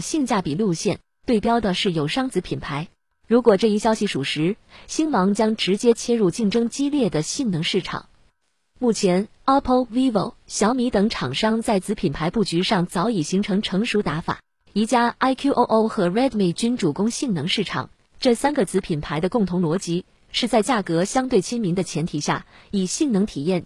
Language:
Chinese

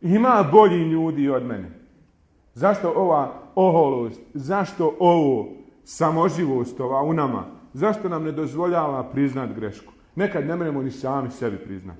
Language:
Bosnian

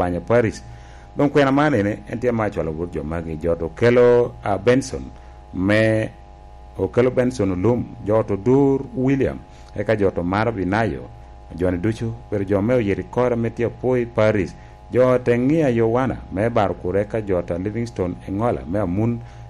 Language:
Lango (Uganda)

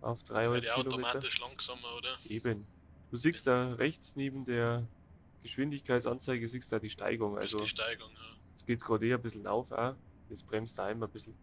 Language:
Bavarian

